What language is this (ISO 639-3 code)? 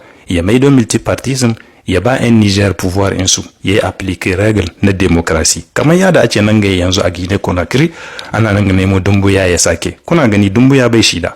hau